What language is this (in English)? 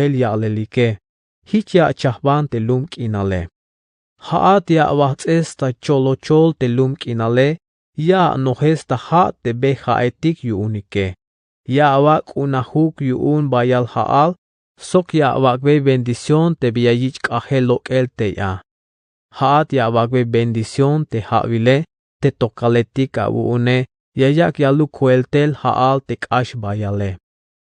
Tzeltal